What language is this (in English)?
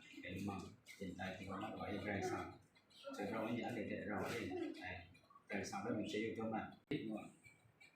Kachin